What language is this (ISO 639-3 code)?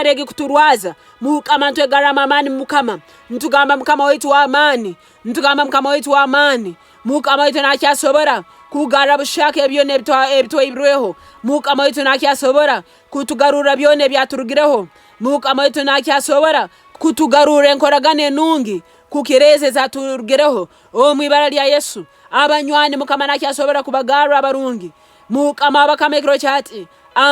nyn